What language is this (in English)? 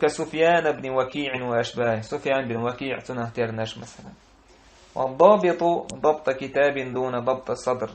Chechen